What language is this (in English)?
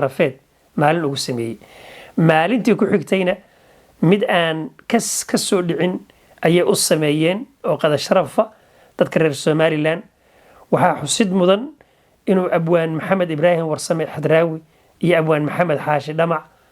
Somali